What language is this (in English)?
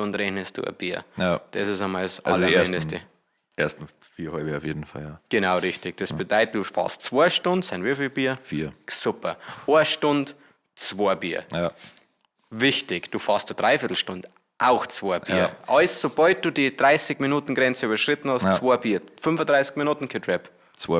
Bavarian